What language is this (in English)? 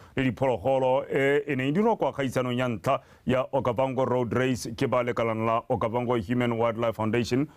Tswana